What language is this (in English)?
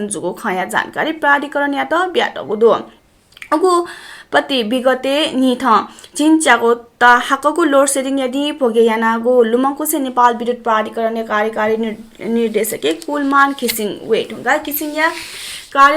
Newari